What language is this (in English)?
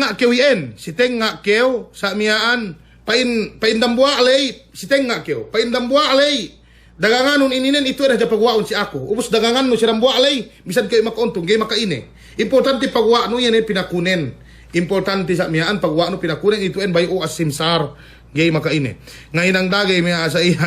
Yakan